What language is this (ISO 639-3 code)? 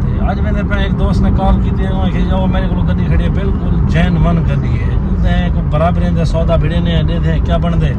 skr